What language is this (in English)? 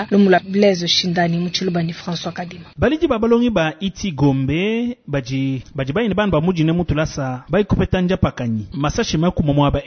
Luba-Lulua